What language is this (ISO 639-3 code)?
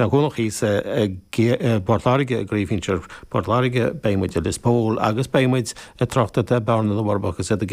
gle